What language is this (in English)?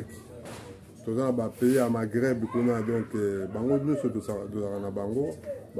Lingala